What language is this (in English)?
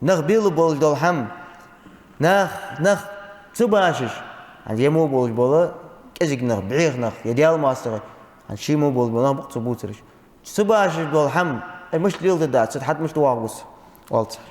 Ingush